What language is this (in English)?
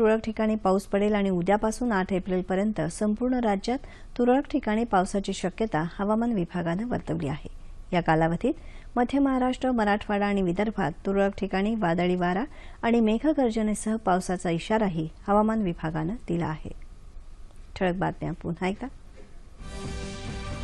Marathi